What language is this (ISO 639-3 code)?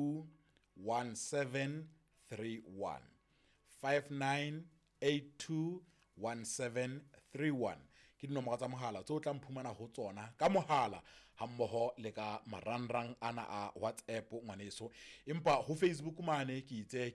sot